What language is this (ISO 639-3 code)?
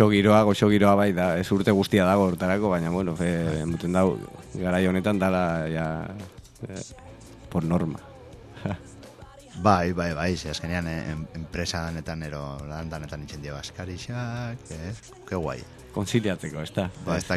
eus